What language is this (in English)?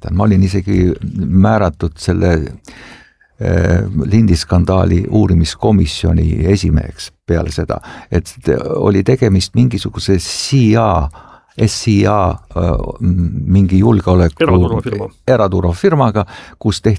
Estonian